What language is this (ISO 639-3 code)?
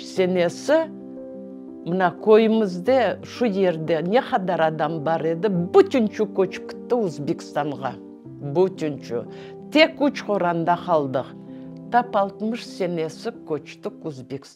crh